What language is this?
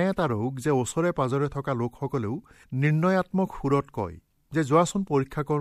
Assamese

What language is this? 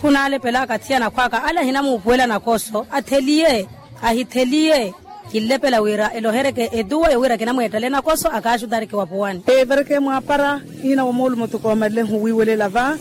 Makhuwa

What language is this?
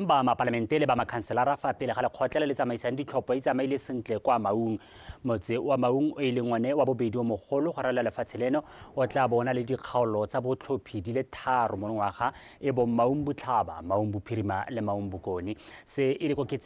Tswana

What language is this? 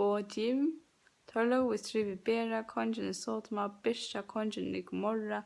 Faroese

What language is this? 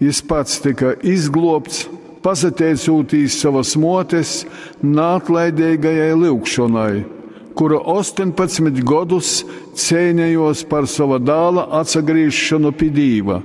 Latgalian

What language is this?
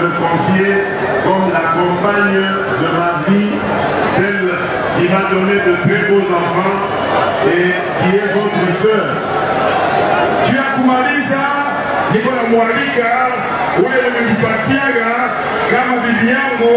Swahili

